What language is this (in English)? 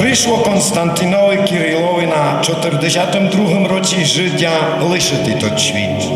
Rusyn